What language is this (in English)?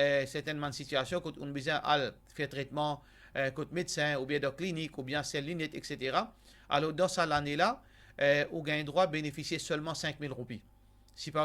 Morisyen